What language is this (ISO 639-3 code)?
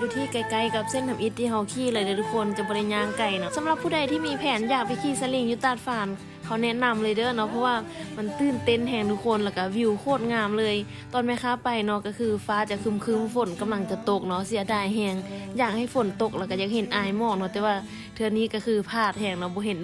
lao